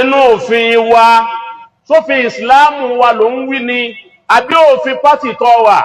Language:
Yoruba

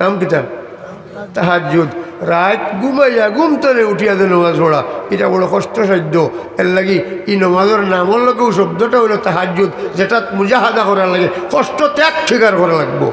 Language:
Sylheti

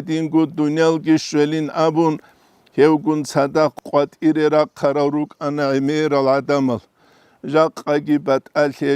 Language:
Avaric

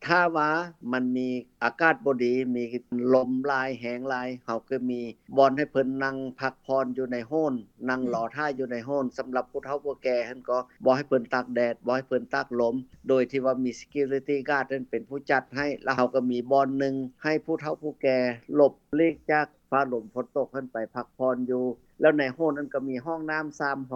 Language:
Lao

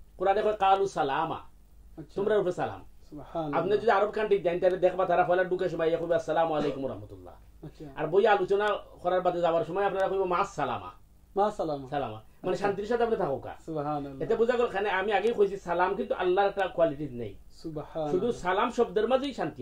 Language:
Sylheti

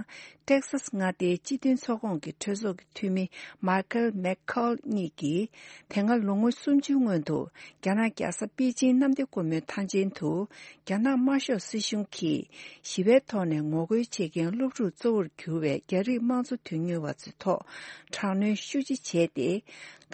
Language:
Tibetan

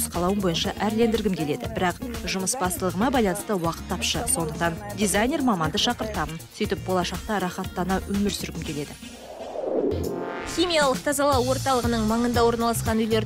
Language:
Kazakh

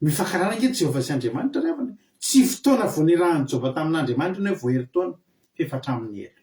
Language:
Malagasy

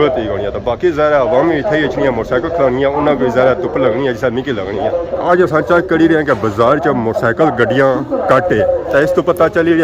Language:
Pahari-Potwari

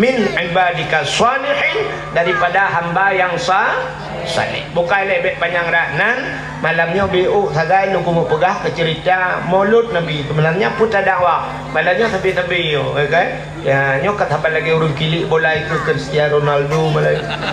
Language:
Achinese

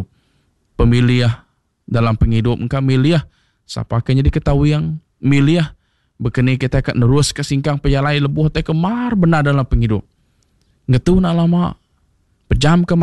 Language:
Iban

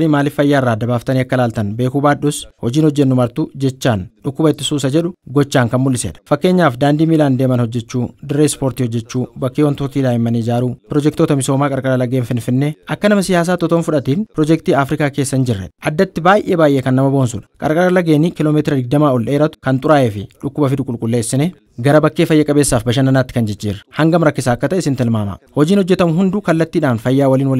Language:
Oromo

